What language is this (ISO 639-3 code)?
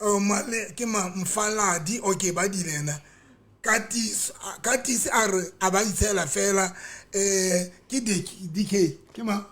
sot